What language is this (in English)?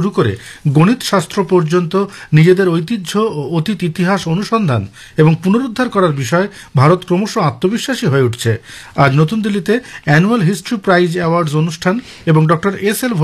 Bangla